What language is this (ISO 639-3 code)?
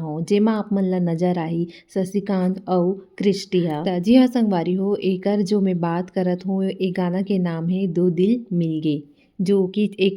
hne